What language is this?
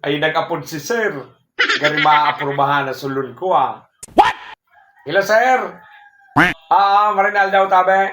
Bikol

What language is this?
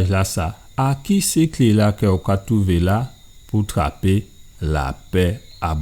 Guadeloupean Creole French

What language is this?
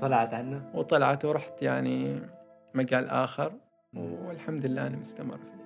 Gulf Arabic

